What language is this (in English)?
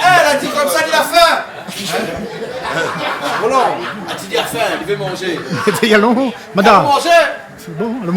Réunion Creole French